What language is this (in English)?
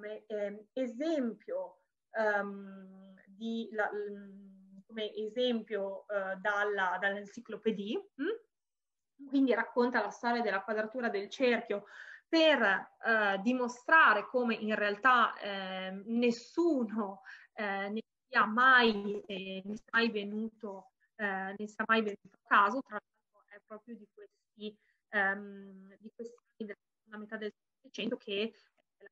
Italian